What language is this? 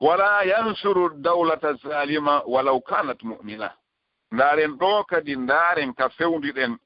Fula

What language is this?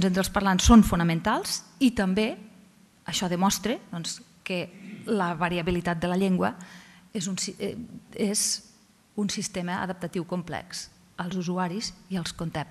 Catalan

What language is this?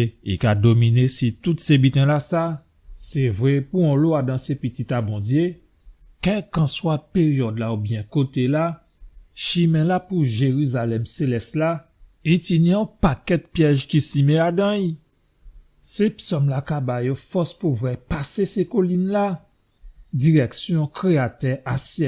Guadeloupean Creole French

